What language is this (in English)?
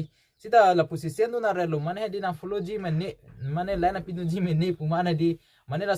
Karbi